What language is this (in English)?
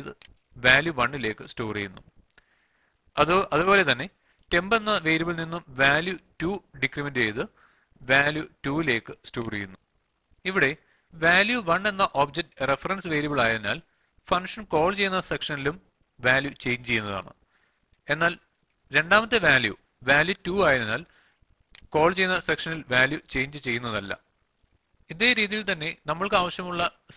Malayalam